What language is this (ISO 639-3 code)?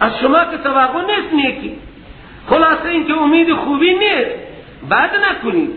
fas